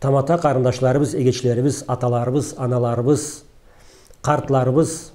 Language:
Karachay-Balkar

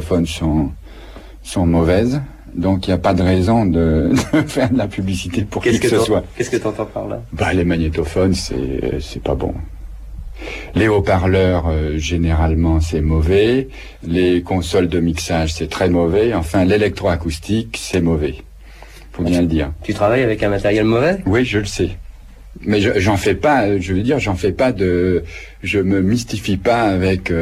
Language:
French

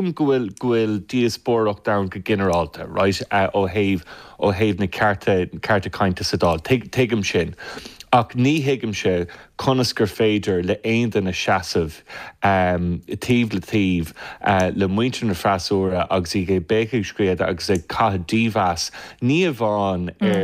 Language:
Irish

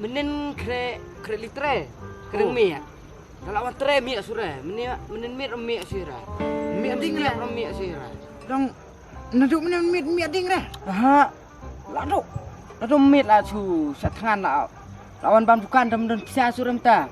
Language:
Khasi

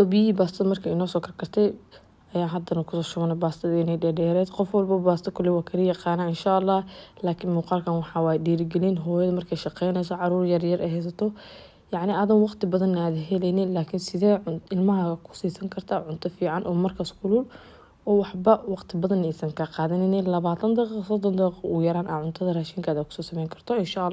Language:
Somali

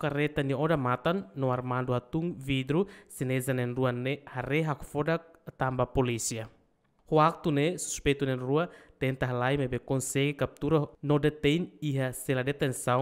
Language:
Tetum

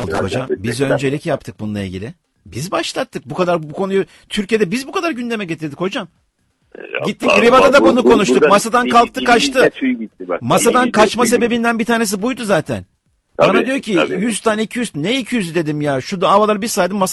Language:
Turkish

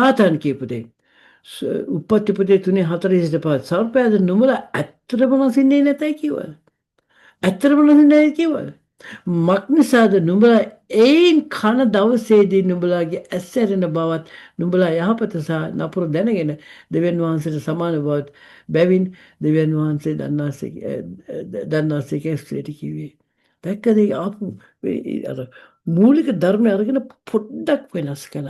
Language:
Sinhala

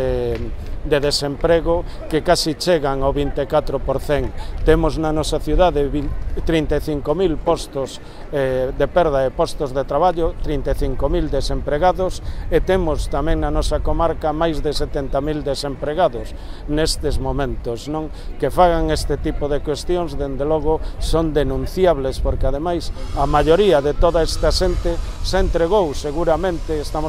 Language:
Galician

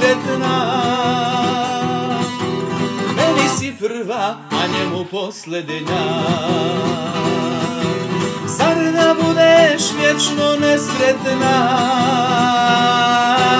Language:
Croatian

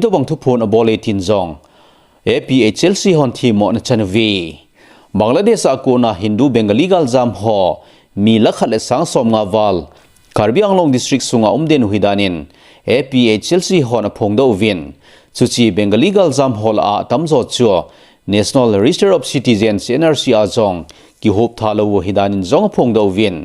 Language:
Thado Chin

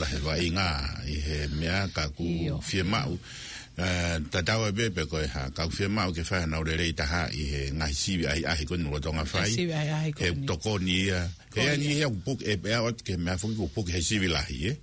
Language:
Tongan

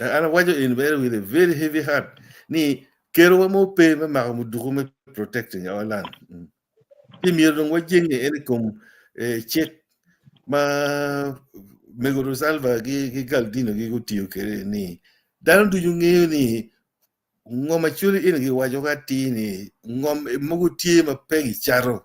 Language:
Acoli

